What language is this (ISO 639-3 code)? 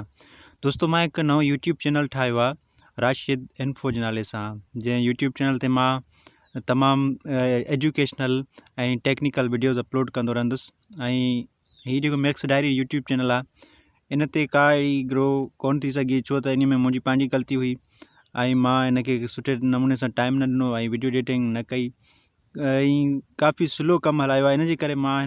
snd